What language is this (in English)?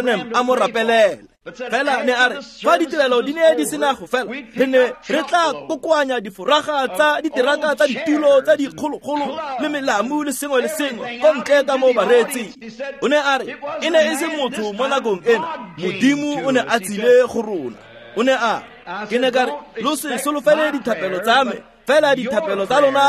Tswana